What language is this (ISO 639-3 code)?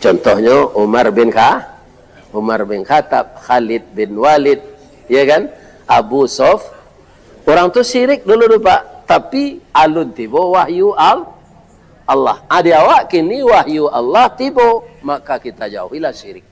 min